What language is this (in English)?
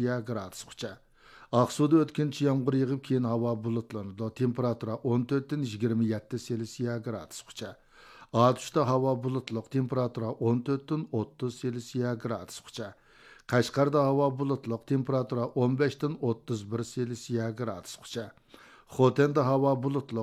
Uyghur